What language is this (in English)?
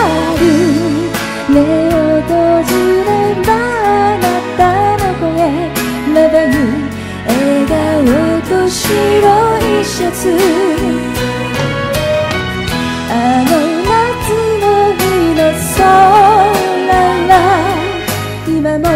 Japanese